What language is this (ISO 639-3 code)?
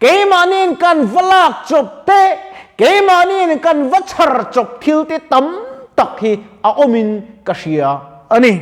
lus